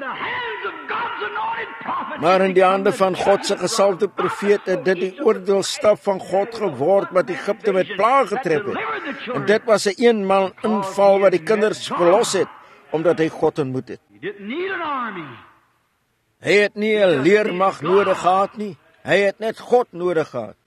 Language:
Afrikaans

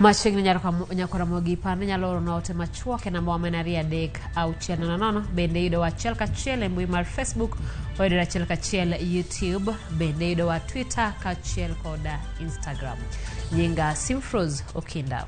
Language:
Luo (Kenya and Tanzania)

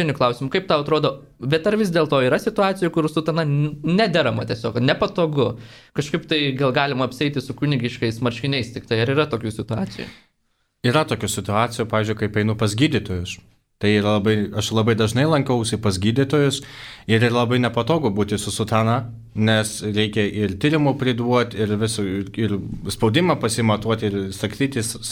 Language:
Lithuanian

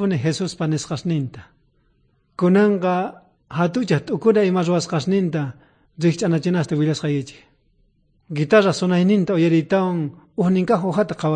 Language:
South Bolivian Quechua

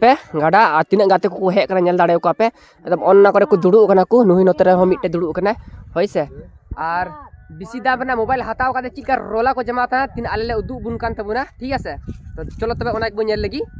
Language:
Santali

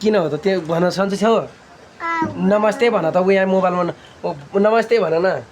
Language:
Nepali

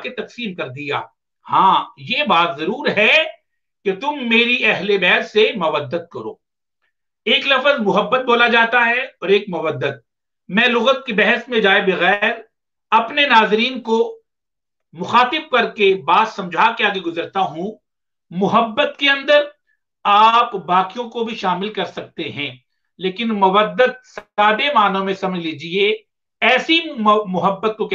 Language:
Urdu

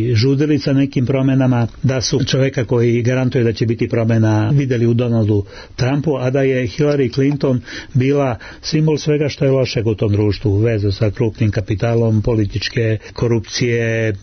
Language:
Serbian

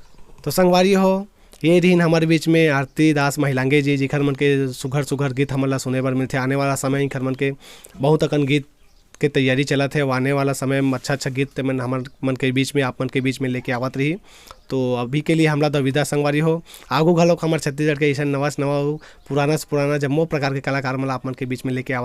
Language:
Chhattisgarhi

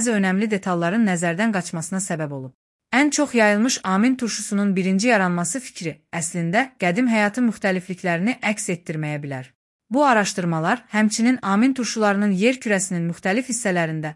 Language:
Azerbaijani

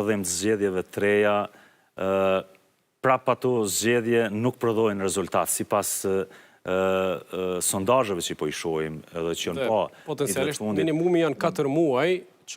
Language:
Albanian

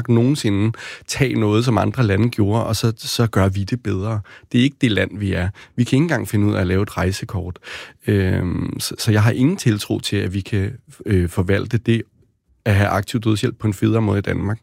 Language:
Danish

